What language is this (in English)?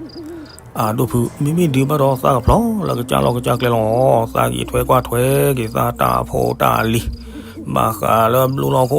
S'gaw Karen